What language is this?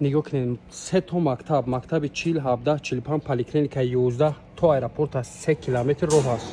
Tajik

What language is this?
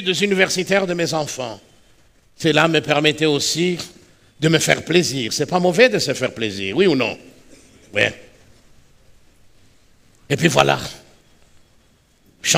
French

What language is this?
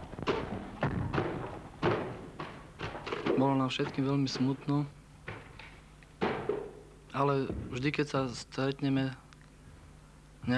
Slovak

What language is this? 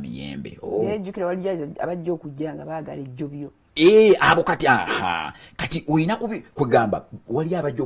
Ganda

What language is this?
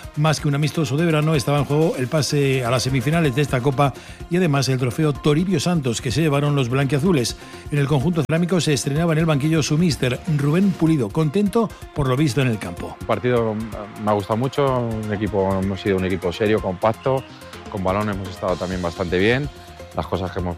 Spanish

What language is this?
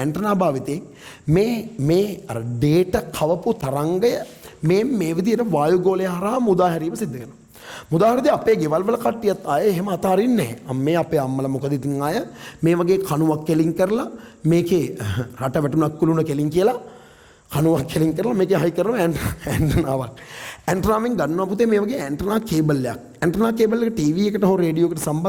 Sinhala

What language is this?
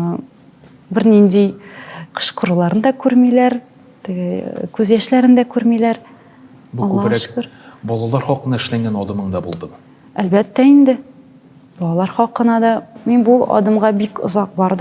Tatar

